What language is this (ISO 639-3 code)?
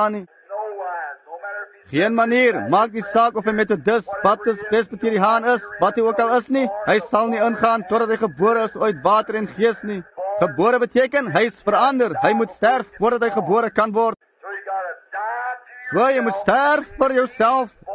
afr